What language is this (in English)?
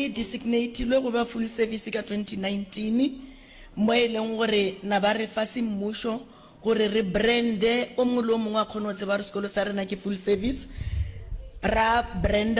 Northern Sotho